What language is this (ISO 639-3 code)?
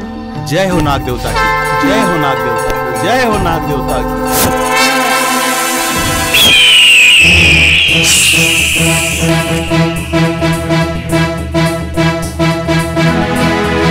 bho